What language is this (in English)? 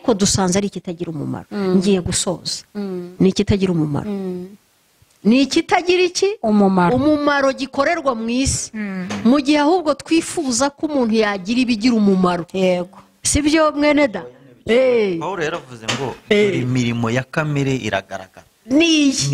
Kinyarwanda